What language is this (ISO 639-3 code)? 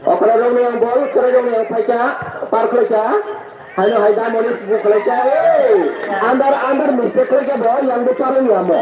trp